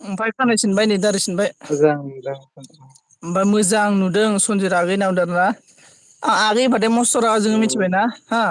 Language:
Bodo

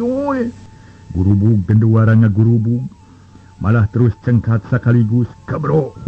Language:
Sundanese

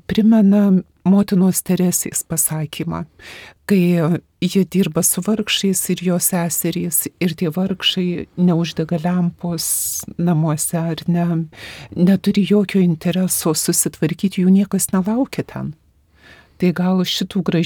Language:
Lithuanian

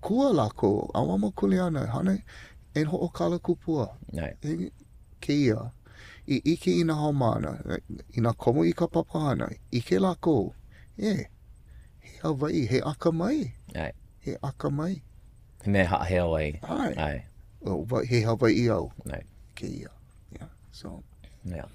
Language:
Hawaiian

